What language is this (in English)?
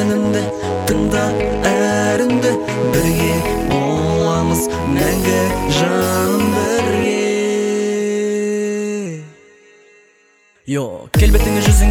Kazakh